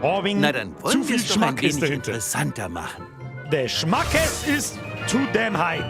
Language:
Bavarian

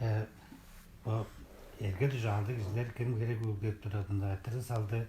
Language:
Tuvinian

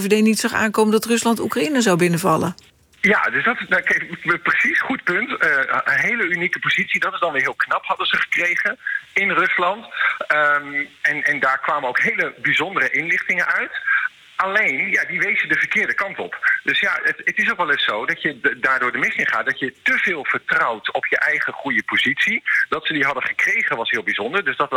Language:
Dutch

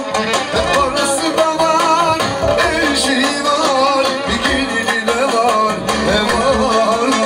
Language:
Turkish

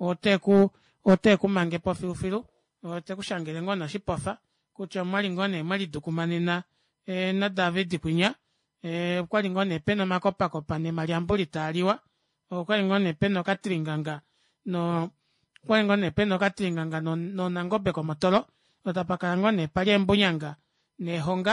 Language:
Kuanyama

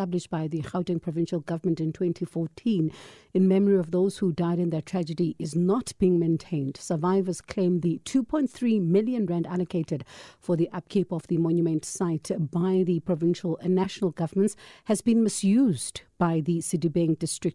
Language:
English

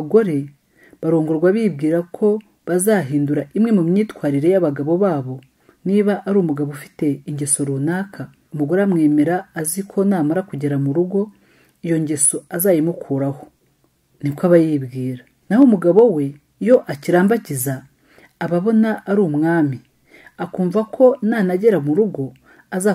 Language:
Kinyarwanda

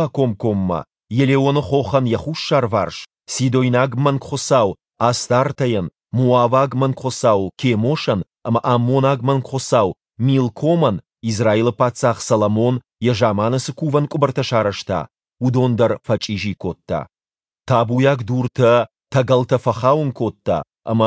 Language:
Ossetic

